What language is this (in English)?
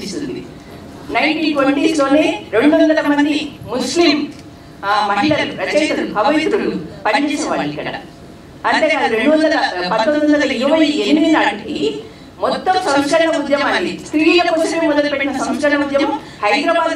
Telugu